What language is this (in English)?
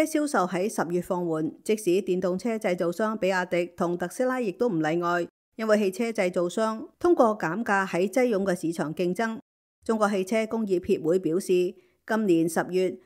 Cantonese